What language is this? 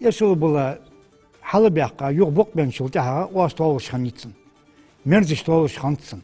Ingush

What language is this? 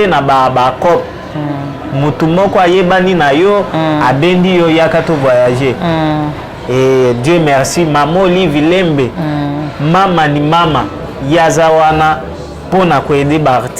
Lingala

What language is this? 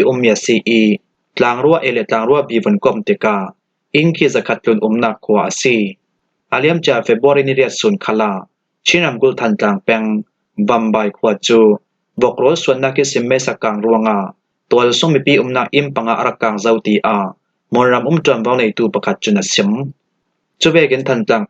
Falam Chin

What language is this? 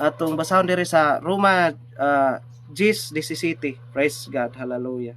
Cebuano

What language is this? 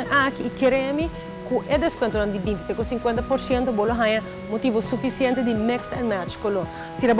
Papiamento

